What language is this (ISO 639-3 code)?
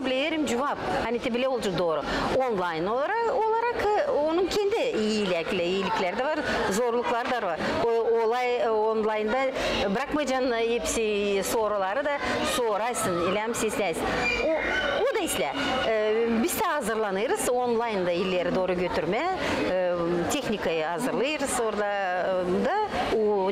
gag